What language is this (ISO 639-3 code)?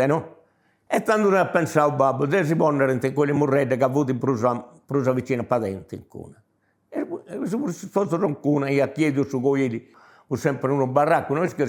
srd